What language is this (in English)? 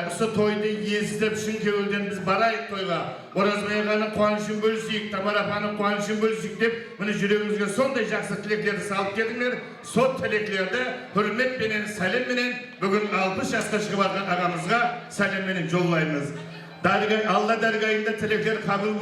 Kara-Kalpak